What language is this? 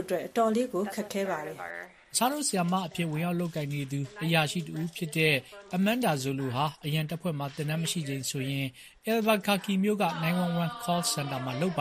Burmese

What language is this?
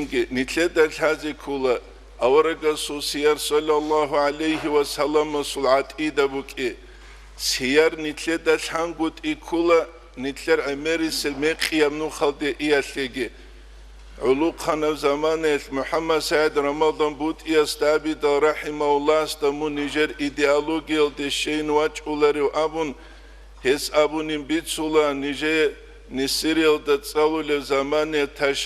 Avaric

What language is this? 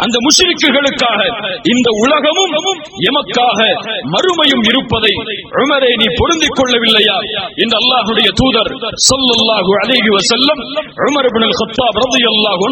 Tamil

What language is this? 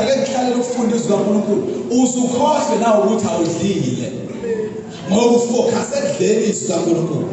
Zulu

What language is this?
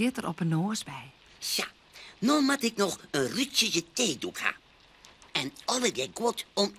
Western Frisian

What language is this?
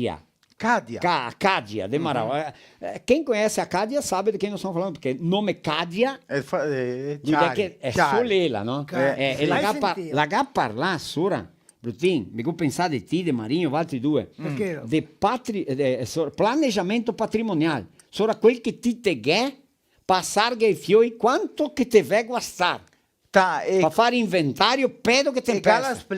Venetian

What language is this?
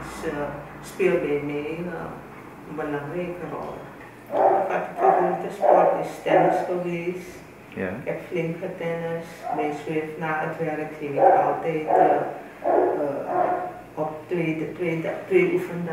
Dutch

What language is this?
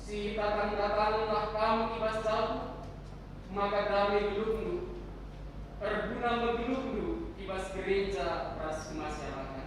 Batak Karo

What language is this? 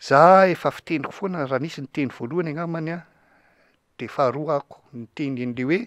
Malagasy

